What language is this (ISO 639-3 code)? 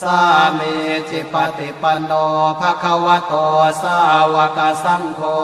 pli